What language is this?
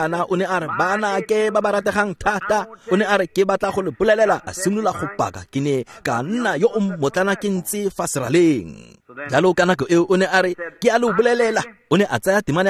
Tswana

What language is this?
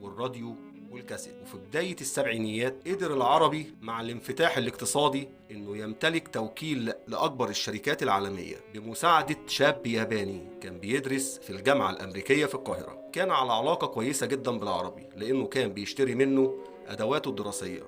Egyptian Arabic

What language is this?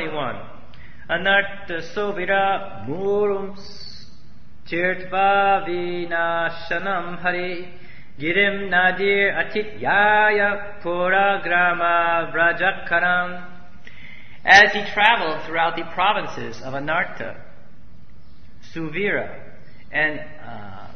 English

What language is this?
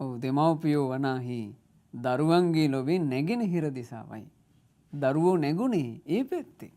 Sinhala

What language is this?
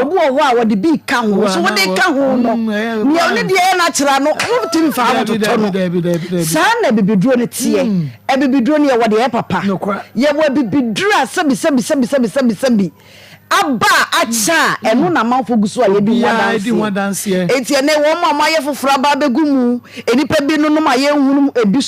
Akan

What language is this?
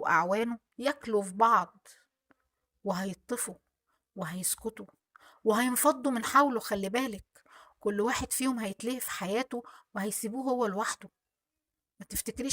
Egyptian Arabic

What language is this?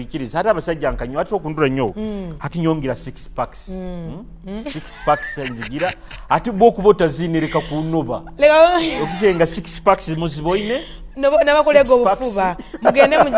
Nyoro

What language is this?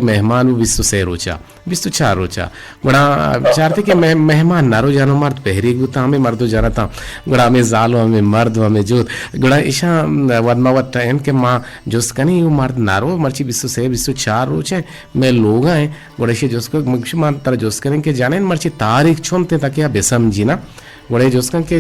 Eastern Balochi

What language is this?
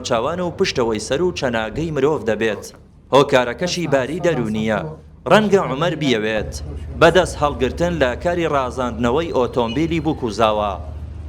Central Kurdish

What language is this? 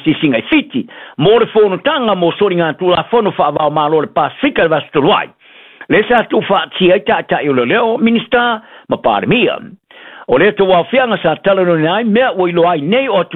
Samoan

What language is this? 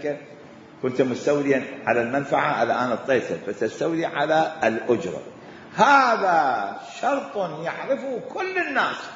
Mesopotamian Arabic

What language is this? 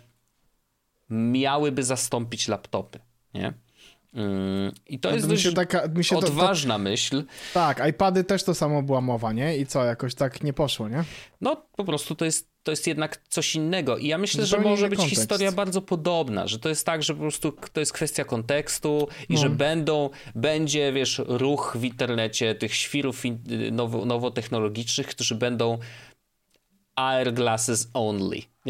Polish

